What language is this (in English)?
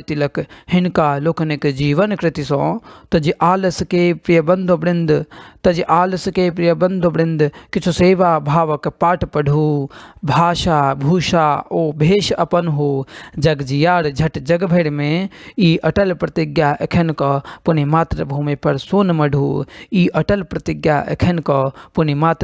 Maithili